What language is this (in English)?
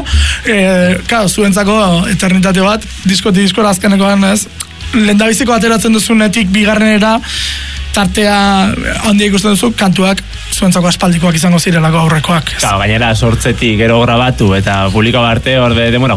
Basque